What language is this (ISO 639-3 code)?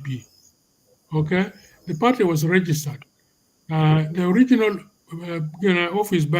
ach